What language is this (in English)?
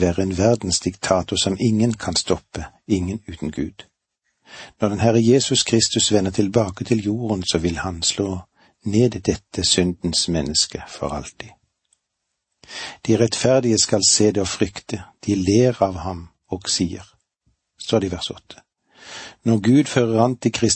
Norwegian